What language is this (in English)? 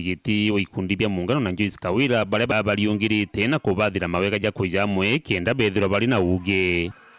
Meru